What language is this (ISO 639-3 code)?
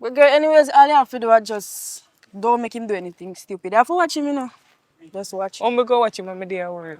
jam